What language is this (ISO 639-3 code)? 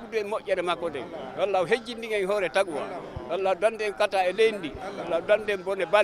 ful